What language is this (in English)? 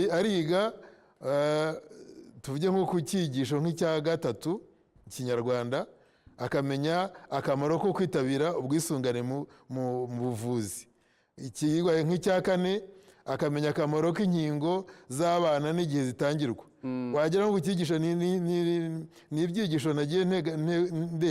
Kinyarwanda